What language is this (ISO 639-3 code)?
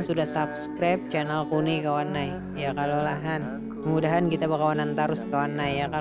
bjn